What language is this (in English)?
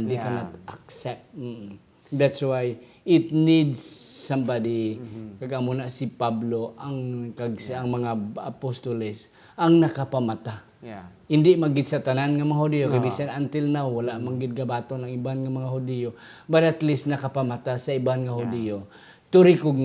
Hiligaynon